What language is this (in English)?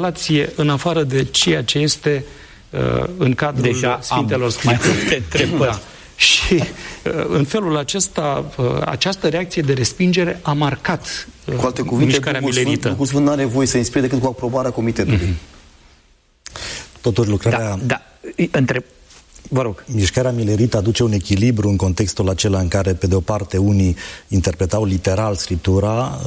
Romanian